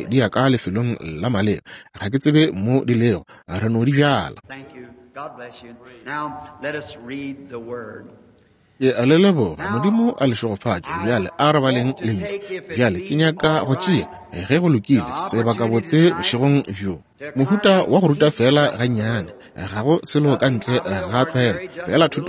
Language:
Northern Sotho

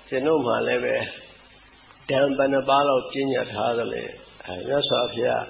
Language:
Burmese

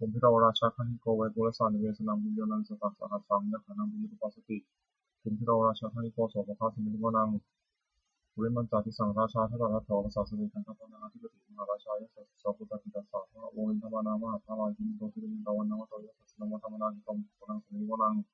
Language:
Pali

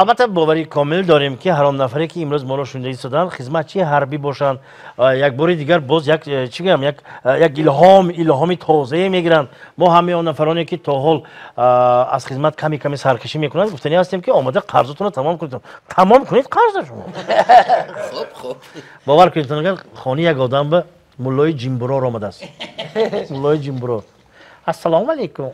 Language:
Tajik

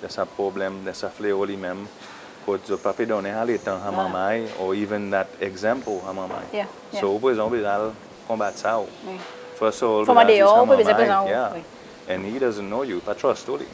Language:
Seselwa Creole French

